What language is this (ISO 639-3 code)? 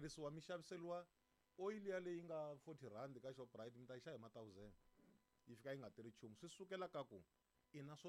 tso